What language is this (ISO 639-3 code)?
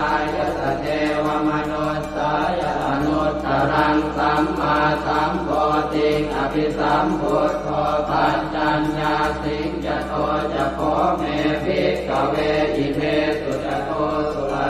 pli